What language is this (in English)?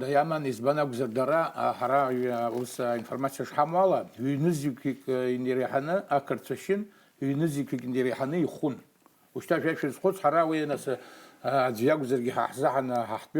Abkhazian